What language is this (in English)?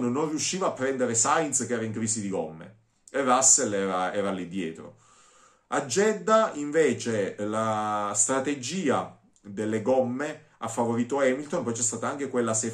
Italian